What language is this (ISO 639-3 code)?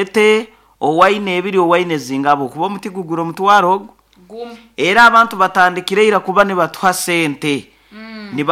nyo